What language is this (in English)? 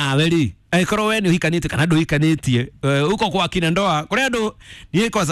Kikuyu